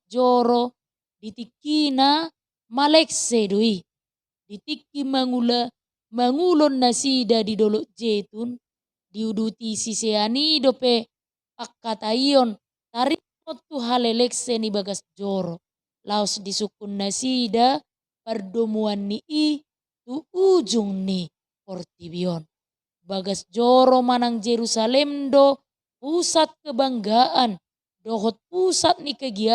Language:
Batak Toba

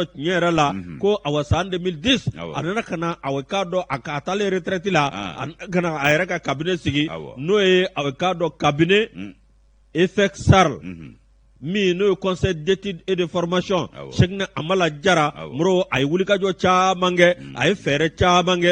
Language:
Bambara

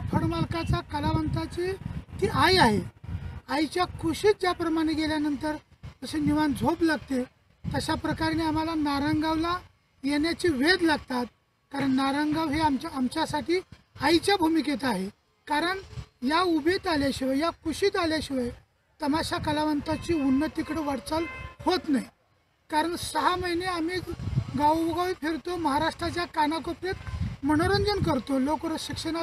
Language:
Marathi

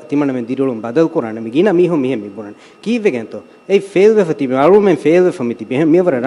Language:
Divehi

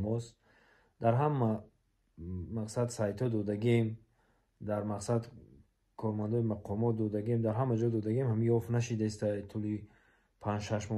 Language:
Tajik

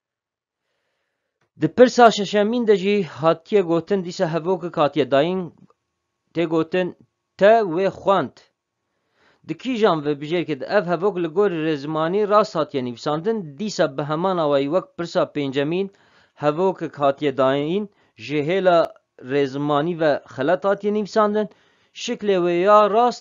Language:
Kurdish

